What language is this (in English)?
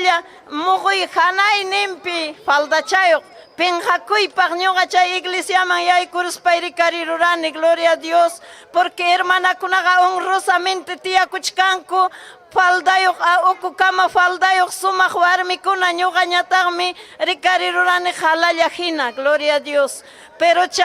Ayacucho Quechua